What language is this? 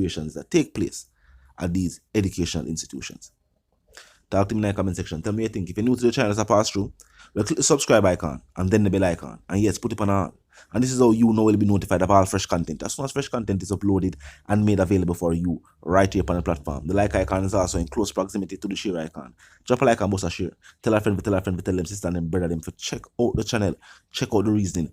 Jamaican Creole English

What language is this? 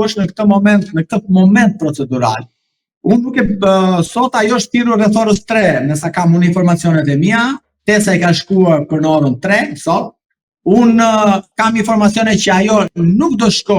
Albanian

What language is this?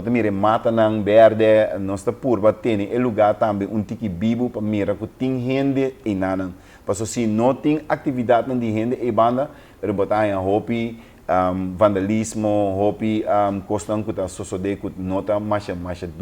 Papiamento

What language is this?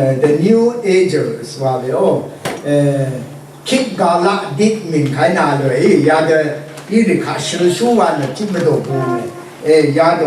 Rawang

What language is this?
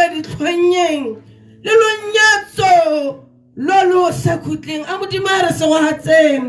Tswana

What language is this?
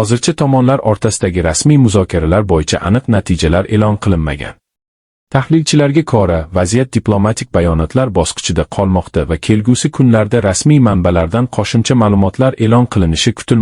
Uzbek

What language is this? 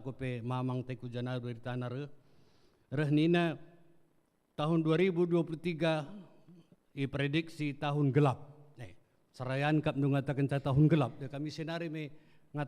Batak Karo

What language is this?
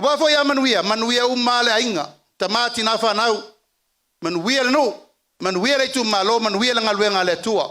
Samoan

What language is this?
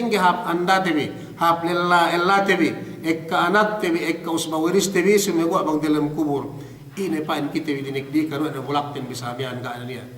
Yakan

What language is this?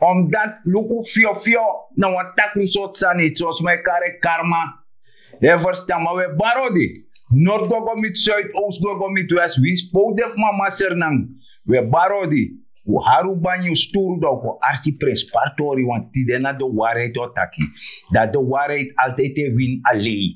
Sranan Tongo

